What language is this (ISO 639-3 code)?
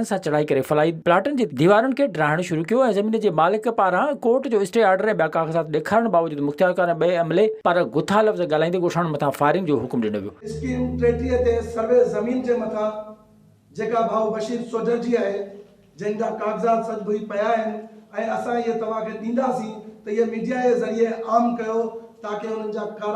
snd